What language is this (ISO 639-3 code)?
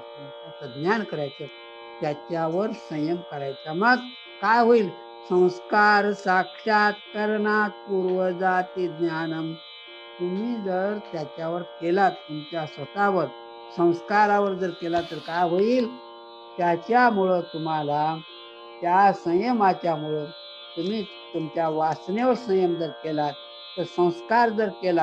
mar